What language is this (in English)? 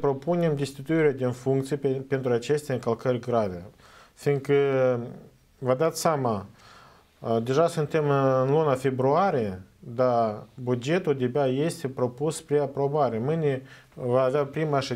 Romanian